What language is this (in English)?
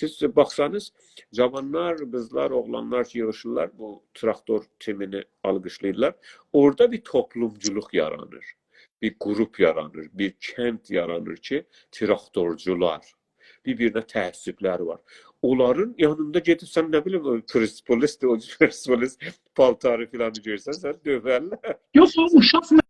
South Azerbaijani